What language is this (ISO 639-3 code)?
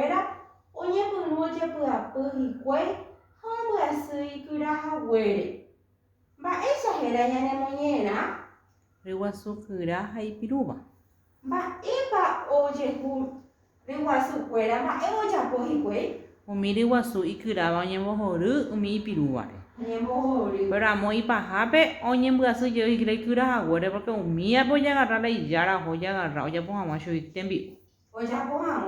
grn